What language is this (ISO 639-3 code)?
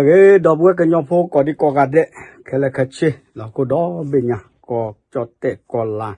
ksw